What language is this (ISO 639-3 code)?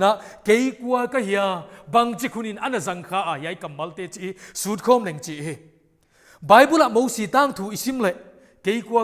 pck